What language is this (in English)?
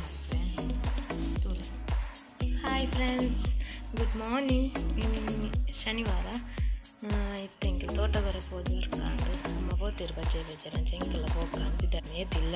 Tulu